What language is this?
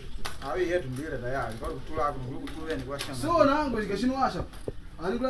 Makonde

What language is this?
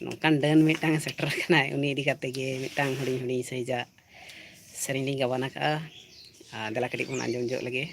Santali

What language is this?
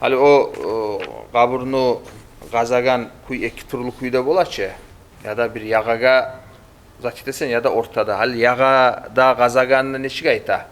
Kumyk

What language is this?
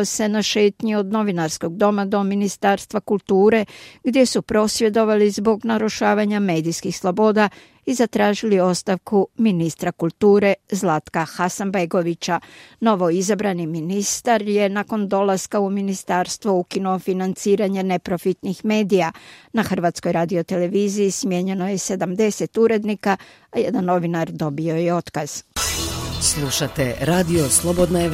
Croatian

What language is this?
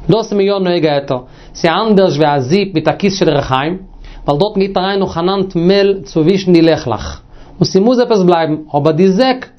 Yiddish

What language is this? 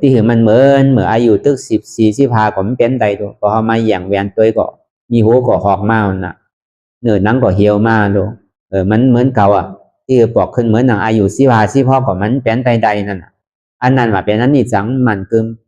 Shan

